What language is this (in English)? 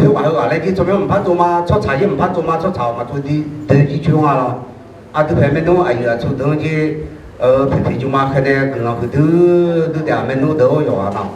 Akha